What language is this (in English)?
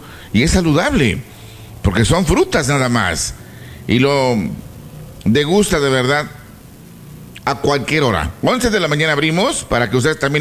Spanish